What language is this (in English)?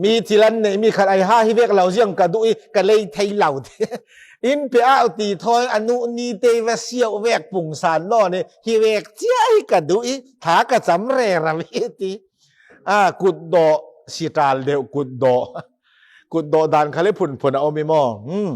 Falam Chin